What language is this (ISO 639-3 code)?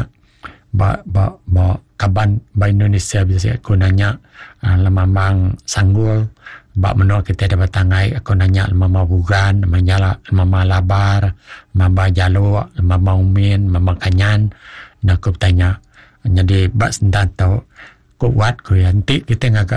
iba